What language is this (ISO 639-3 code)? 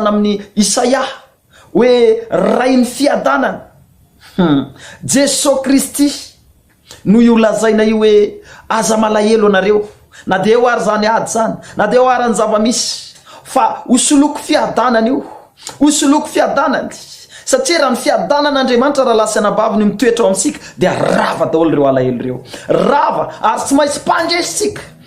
mlg